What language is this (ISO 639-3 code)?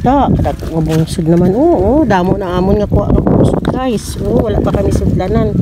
hil